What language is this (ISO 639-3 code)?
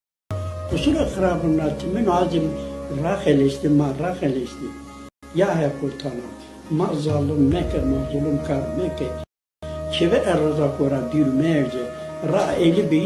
zza